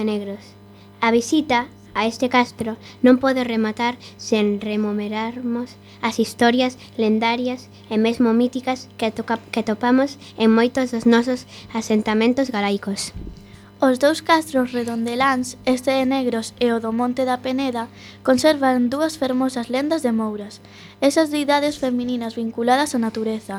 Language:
Galician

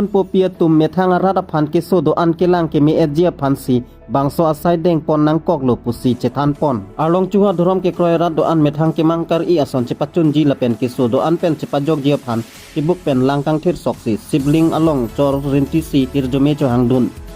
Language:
Karbi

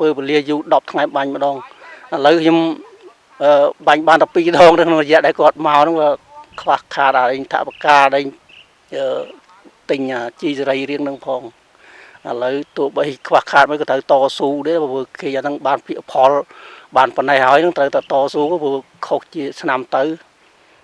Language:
Khmer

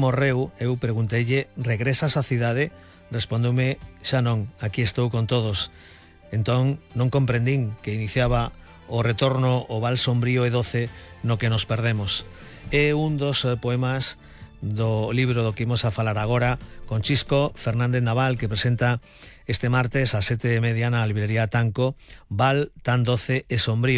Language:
Galician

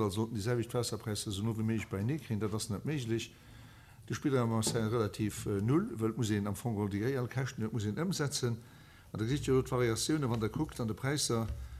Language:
Luxembourgish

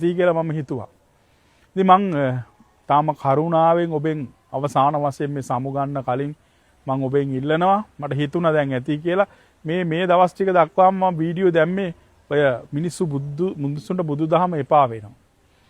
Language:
Sinhala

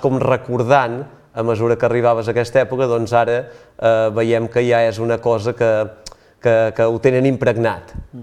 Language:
Catalan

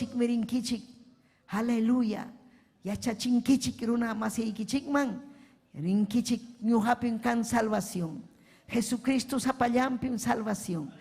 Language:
Ayacucho Quechua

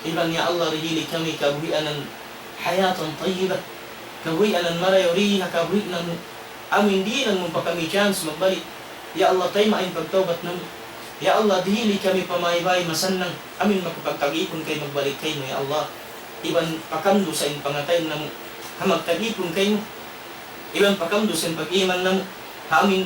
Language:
Tausug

